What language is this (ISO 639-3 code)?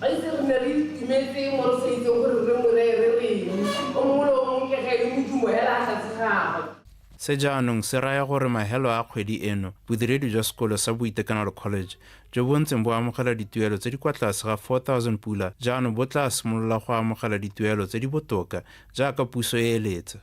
tsn